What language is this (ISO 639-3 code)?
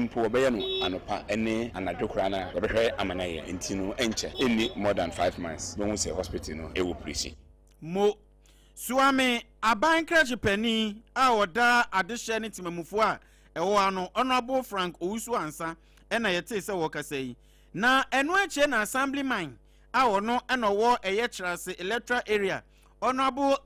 aka